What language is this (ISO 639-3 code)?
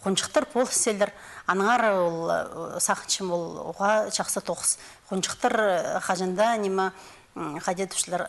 kjh